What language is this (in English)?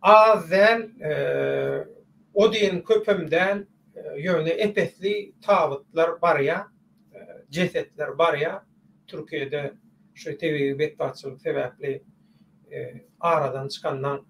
Turkmen